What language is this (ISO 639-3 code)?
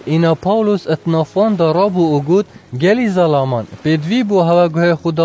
kur